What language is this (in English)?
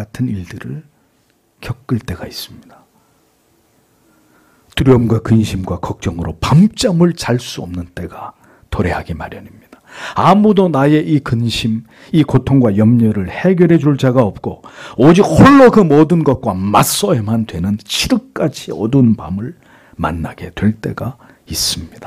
Korean